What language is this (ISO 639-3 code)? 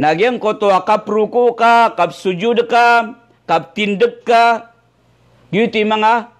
mrw